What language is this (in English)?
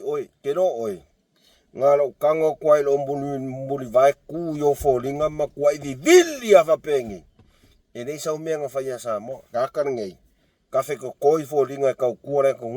Samoan